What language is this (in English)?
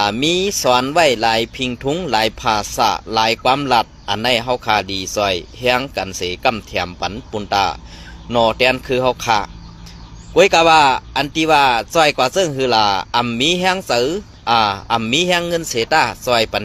Shan